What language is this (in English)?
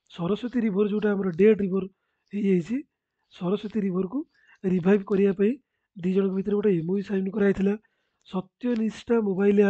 Odia